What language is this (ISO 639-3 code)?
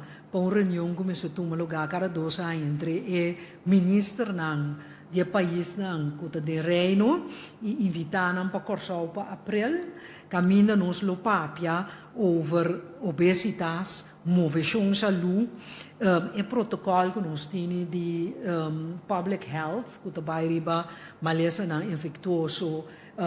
pap